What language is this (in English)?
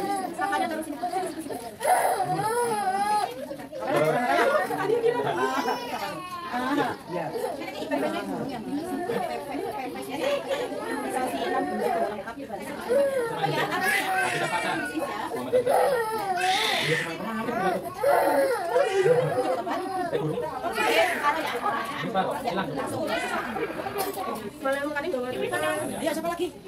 Indonesian